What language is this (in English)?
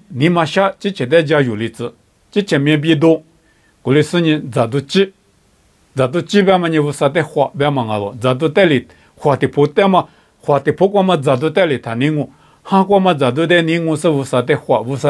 Lisu